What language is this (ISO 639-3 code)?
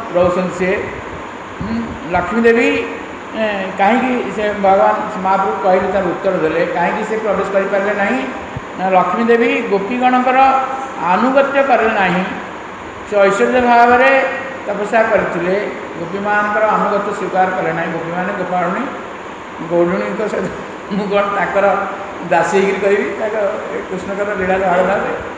ori